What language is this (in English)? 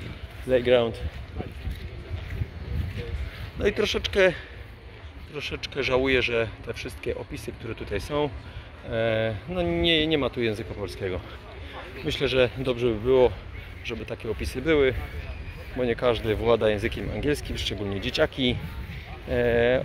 Polish